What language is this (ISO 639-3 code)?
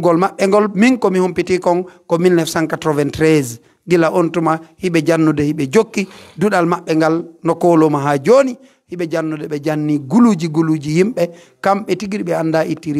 fuf